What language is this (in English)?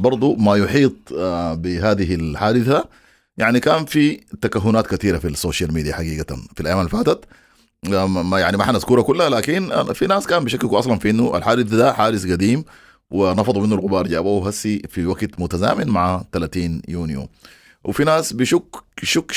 Sudanese Arabic